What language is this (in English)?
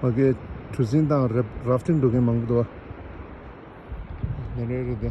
Tibetan